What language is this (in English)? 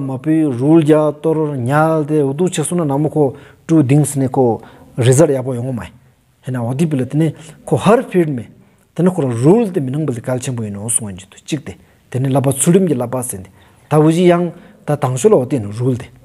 Stod Bhoti